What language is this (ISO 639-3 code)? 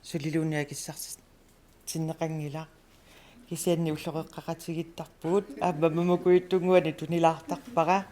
kal